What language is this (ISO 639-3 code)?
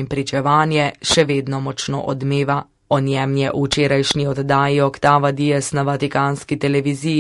slv